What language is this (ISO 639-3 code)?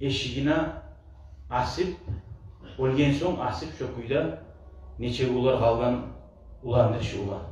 kum